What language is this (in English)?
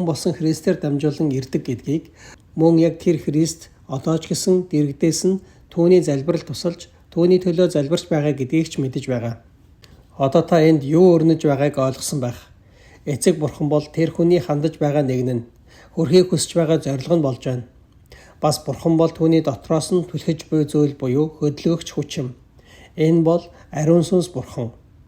Mongolian